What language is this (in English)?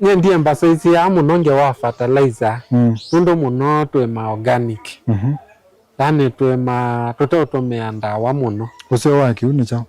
Kamba